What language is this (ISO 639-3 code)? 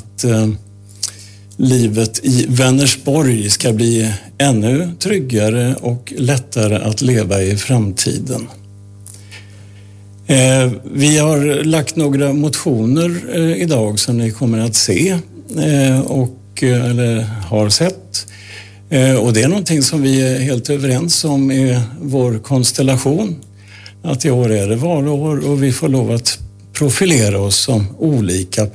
swe